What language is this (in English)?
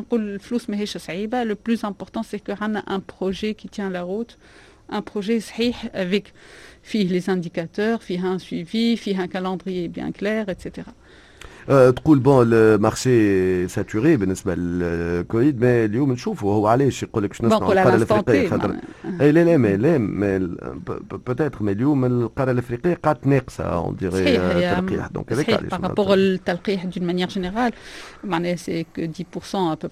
Tunisian Arabic